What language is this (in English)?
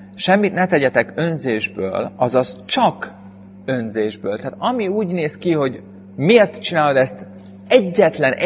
Hungarian